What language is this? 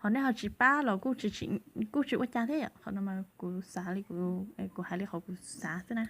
Hmong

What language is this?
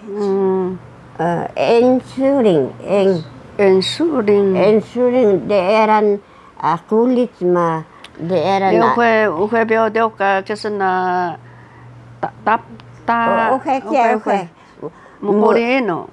Taroko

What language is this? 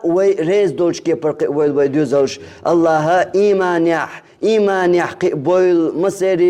Chechen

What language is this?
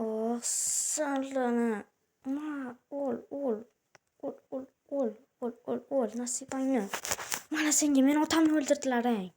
Uzbek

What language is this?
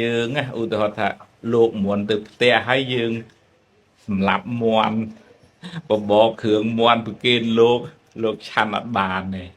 Khmer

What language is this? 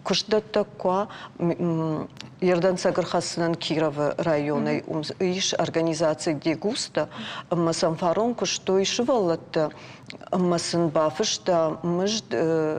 Ossetic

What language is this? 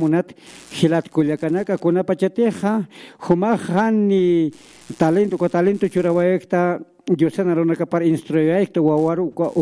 Aymara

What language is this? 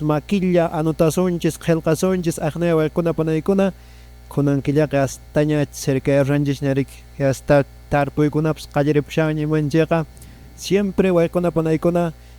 Quechua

